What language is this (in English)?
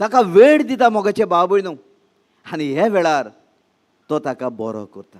Konkani